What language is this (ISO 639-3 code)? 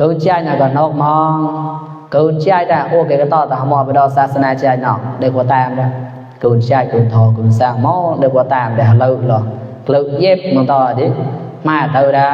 mnw